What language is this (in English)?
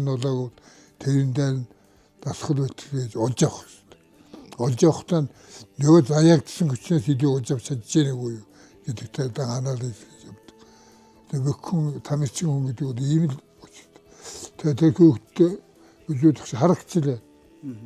Mongolian